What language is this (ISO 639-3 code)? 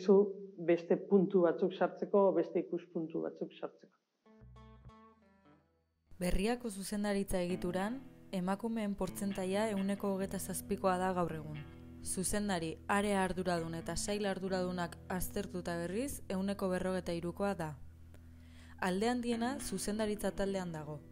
eus